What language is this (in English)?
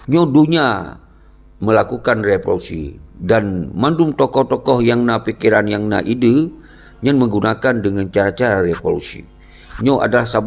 Achinese